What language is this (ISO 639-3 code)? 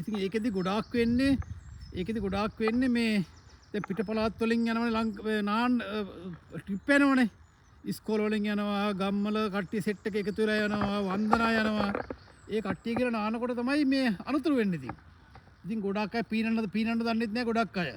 sin